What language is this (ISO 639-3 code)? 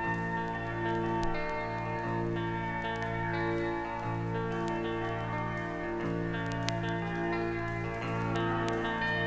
hun